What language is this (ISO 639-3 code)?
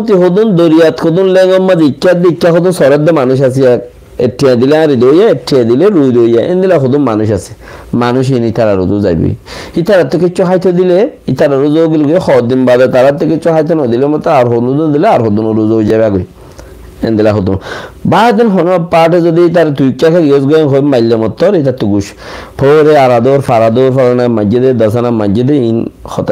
rhg